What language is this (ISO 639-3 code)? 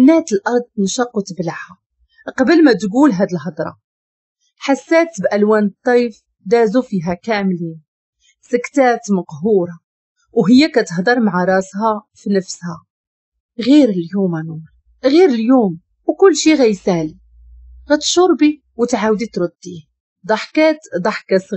ary